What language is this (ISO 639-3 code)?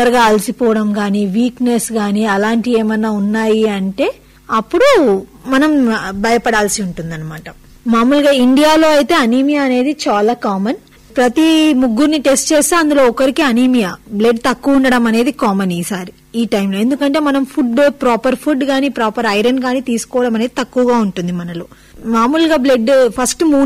tel